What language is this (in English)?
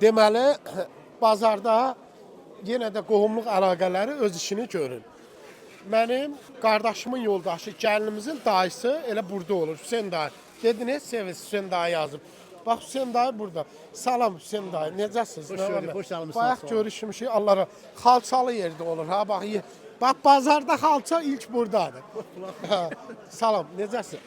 Azerbaijani